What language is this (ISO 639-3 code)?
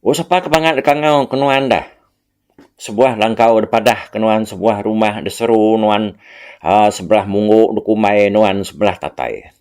iba